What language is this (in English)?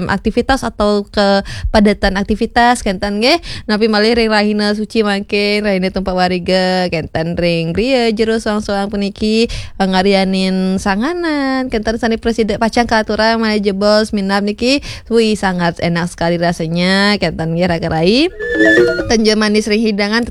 Balinese